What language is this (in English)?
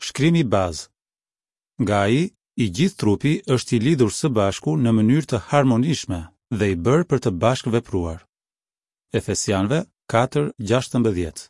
Albanian